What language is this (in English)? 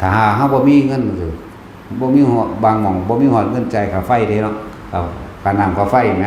Lao